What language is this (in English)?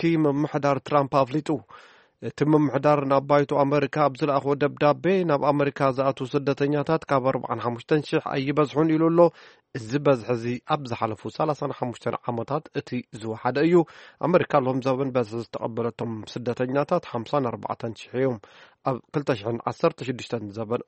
Tigrinya